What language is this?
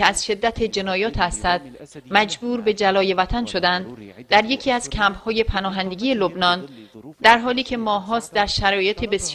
Persian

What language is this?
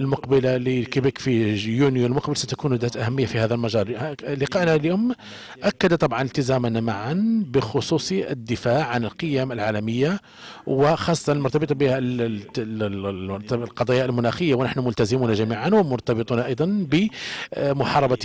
Arabic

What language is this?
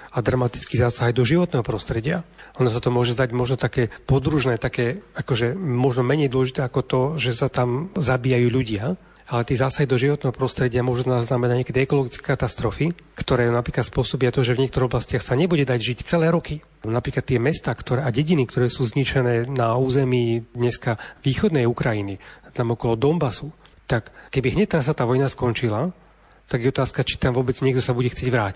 Slovak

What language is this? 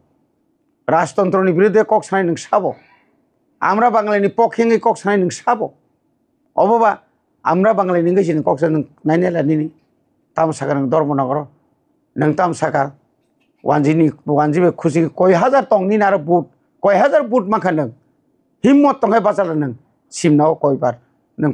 Kok Borok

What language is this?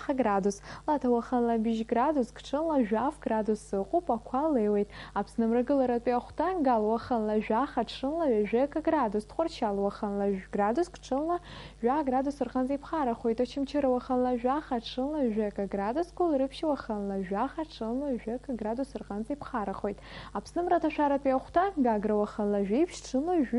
Abkhazian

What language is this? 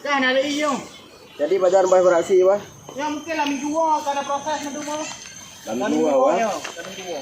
Achinese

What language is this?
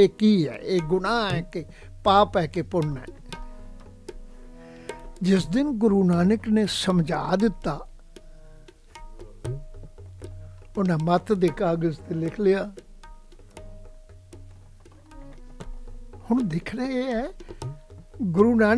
Punjabi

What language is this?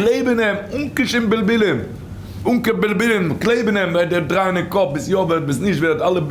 Yiddish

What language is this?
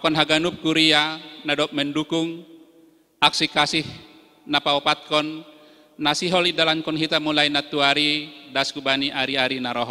Batak Simalungun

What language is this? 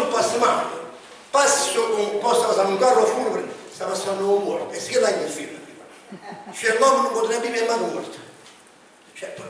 Neapolitan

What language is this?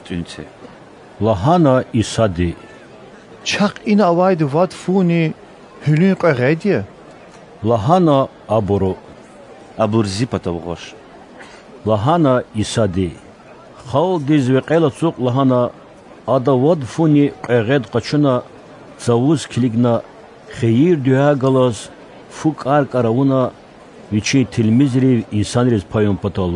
Lezghian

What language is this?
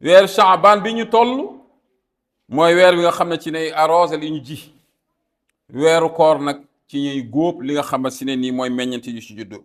Wolof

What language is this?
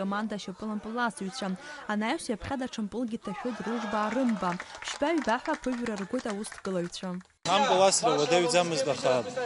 Abkhazian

